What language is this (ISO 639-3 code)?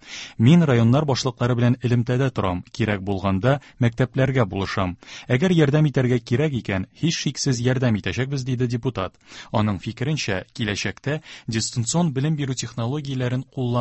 tat